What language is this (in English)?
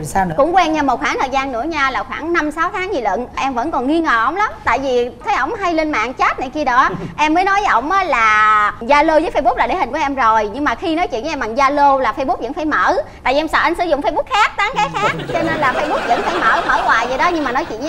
Vietnamese